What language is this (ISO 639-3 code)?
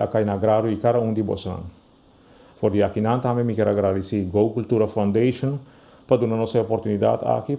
pap